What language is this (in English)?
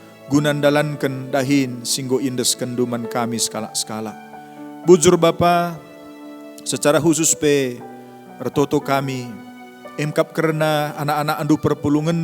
Batak Karo